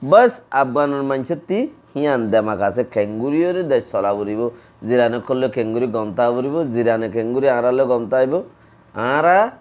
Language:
Rohingya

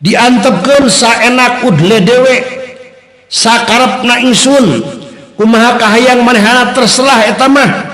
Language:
Sundanese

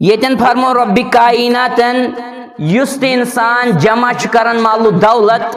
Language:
Kashmiri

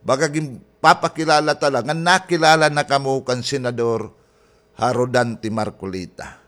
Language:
Waray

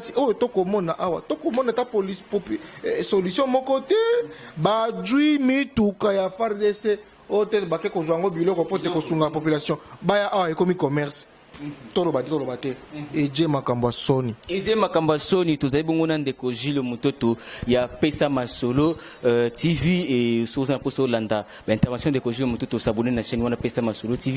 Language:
Lingala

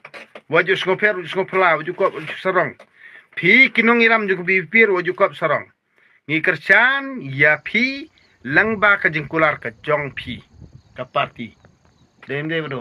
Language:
Khasi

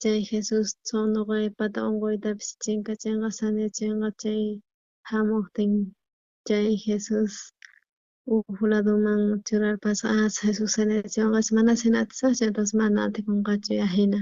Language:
South Bolivian Quechua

